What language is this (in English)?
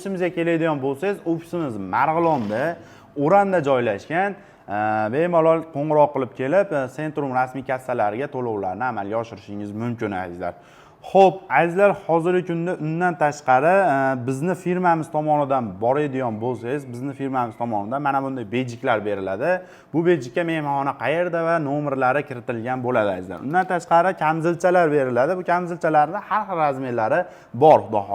Uzbek